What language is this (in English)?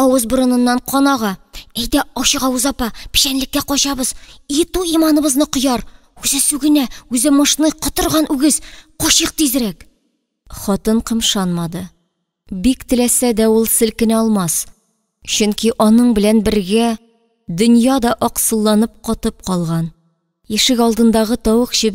Tatar